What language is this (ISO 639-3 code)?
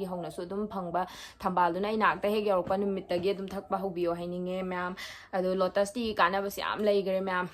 mni